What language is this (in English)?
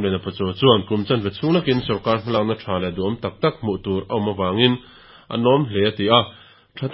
Mizo